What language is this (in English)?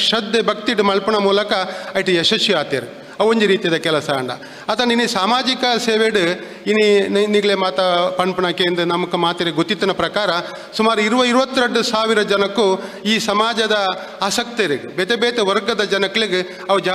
Tulu